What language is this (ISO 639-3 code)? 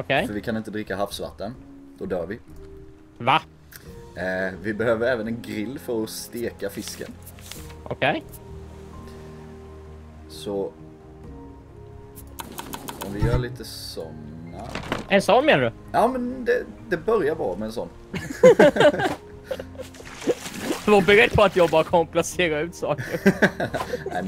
swe